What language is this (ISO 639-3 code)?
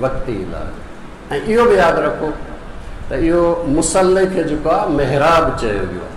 snd